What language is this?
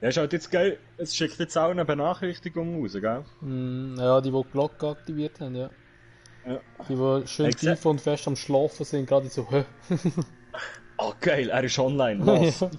Swiss German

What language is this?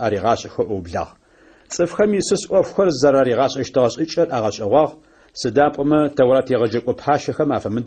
Adyghe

